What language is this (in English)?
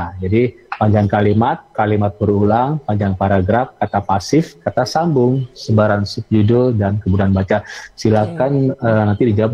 Indonesian